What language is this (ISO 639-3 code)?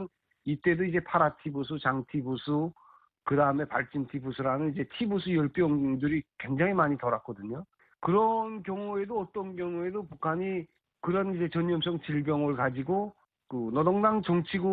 kor